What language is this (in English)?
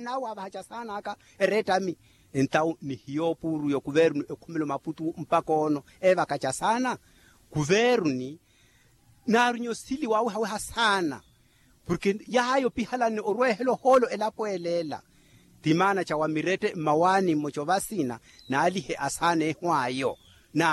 Makhuwa